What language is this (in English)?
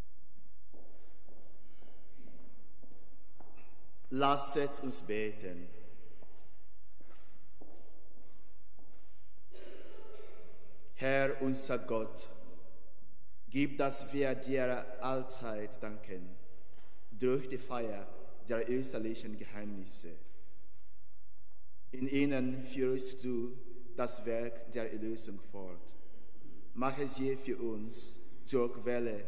German